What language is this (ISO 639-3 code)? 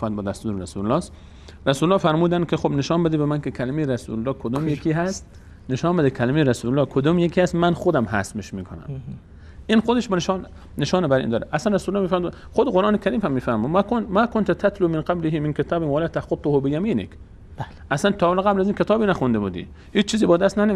fas